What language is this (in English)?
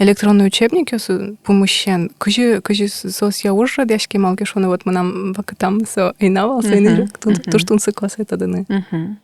Udmurt